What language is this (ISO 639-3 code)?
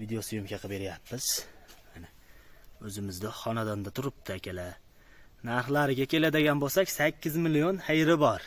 uzb